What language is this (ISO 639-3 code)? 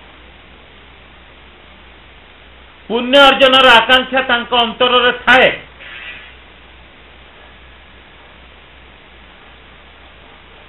ori